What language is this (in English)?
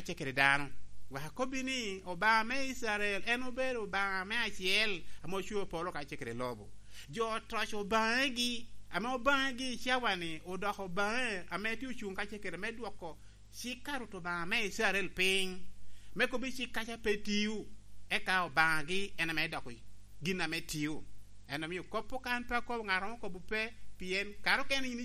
Lango (Uganda)